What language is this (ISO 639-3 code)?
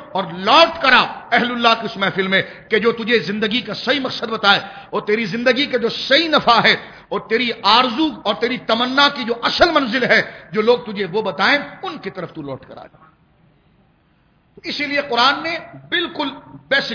urd